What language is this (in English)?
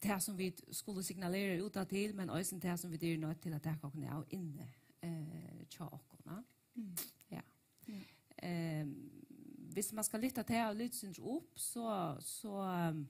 Faroese